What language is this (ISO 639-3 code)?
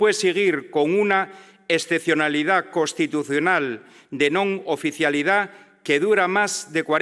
ast